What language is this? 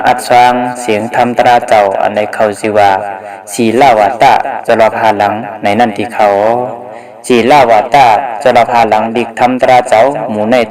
Shan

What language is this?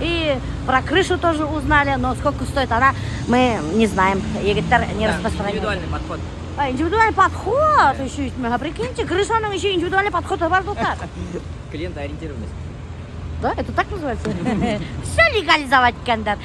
Bashkir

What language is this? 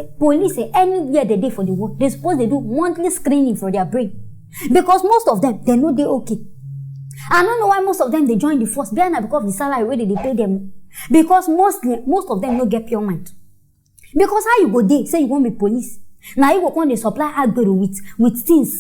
Nigerian Pidgin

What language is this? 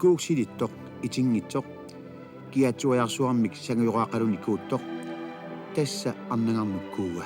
Kalaallisut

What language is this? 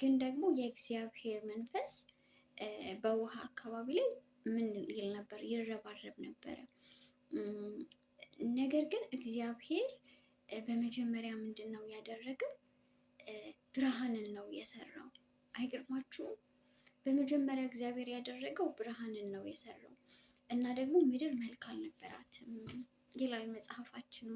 Amharic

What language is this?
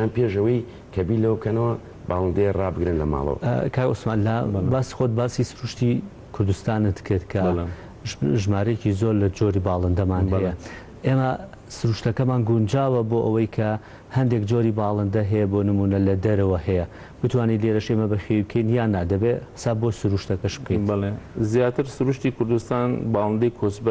Central Kurdish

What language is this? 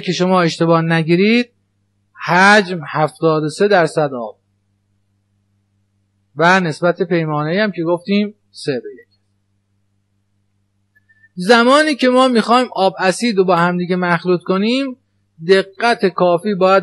Persian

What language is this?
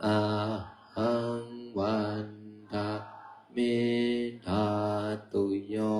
Pali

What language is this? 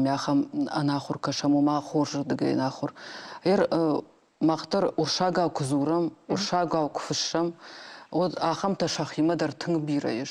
Ossetic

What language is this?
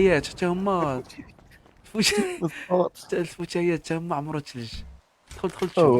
Moroccan Arabic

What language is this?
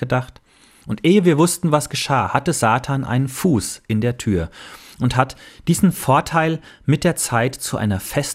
German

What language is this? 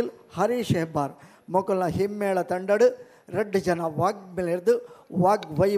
Tulu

